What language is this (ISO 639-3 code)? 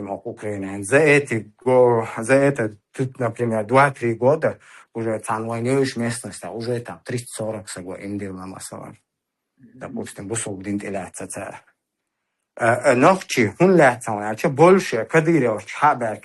che